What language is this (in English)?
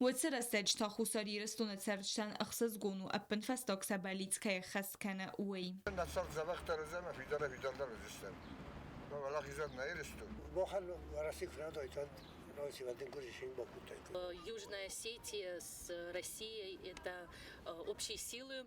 Ossetic